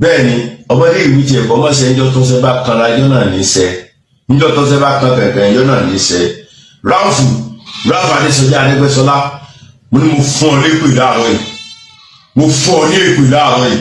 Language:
Yoruba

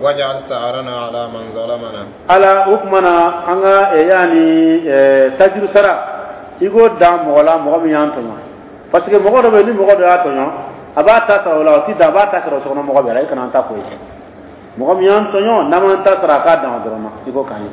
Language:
Dyula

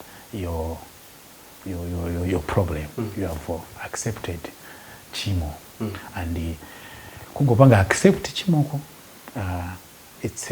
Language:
Nyanja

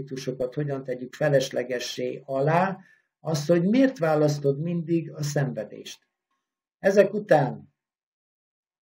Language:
Hungarian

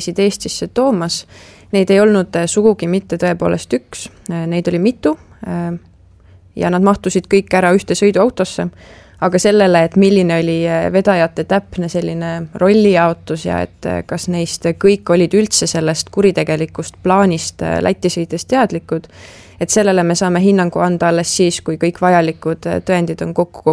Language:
Estonian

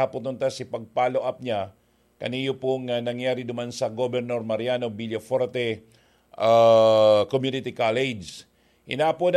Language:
Bikol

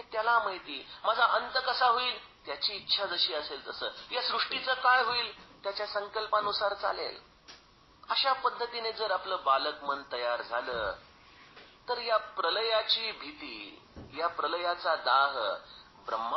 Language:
Marathi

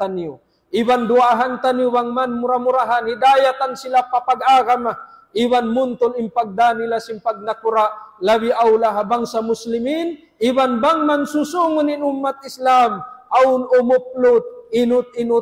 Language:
Tausug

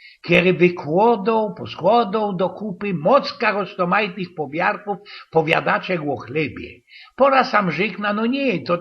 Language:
Silesian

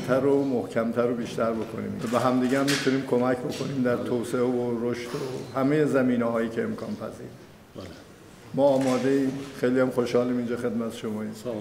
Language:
Tajik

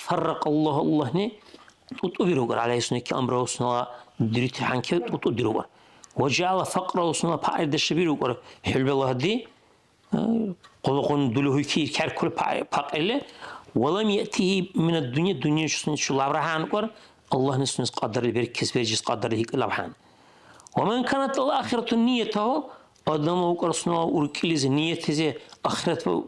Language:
Dargwa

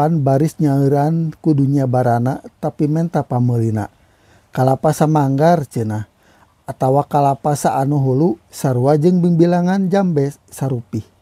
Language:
Sundanese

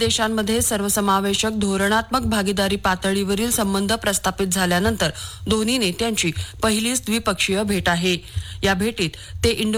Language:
Marathi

